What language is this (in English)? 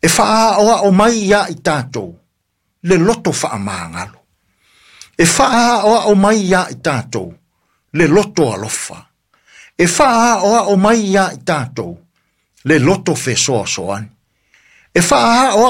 Samoan